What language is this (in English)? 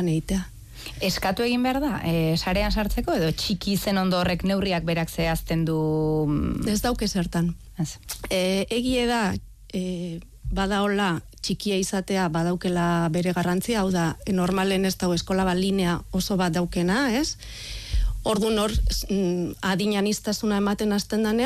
Basque